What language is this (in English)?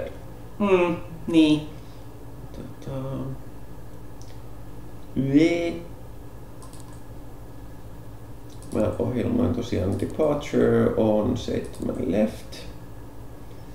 Finnish